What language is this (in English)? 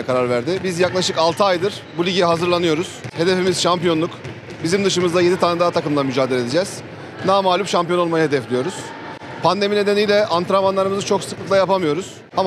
Turkish